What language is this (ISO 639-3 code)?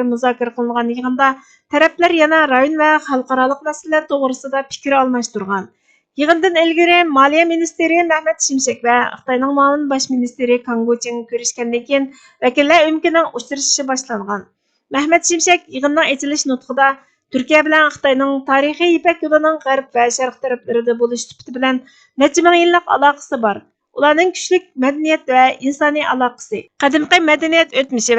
uig